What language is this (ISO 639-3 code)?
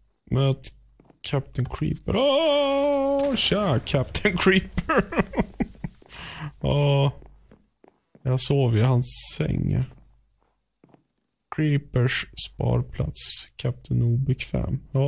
swe